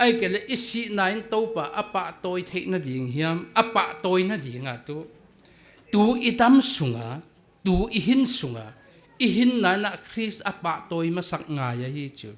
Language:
Paite Chin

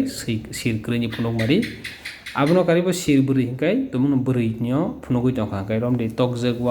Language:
Kok Borok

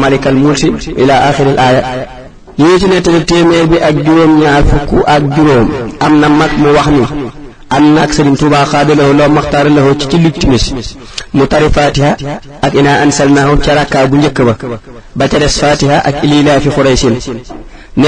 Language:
Wolof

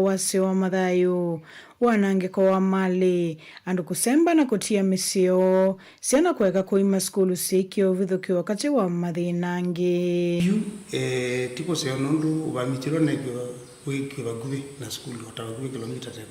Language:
Kamba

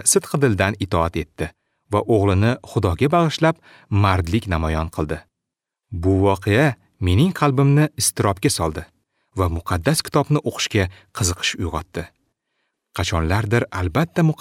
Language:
Uzbek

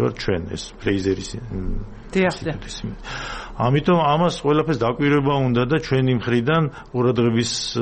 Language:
Georgian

